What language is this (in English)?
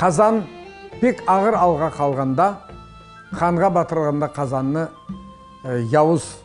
Crimean Tatar